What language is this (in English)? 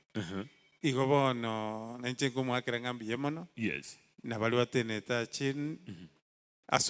Gusii